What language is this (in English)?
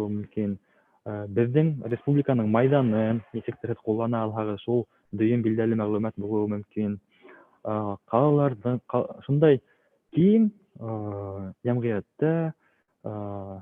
Bashkir